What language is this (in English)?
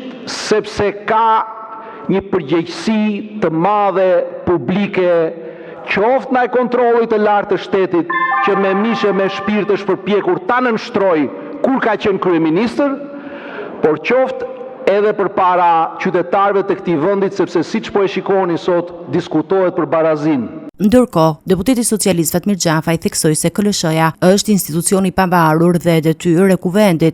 Albanian